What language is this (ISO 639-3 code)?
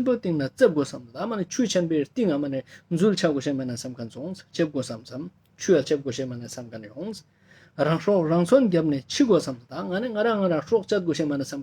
lbj